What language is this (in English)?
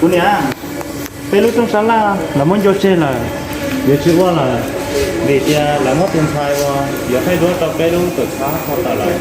Hmong